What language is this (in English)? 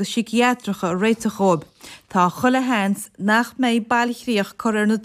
Irish